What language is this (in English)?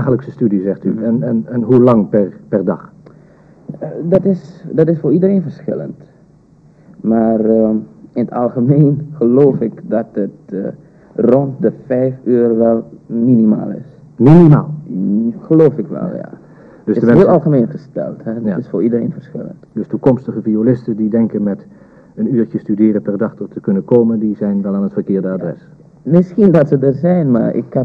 Dutch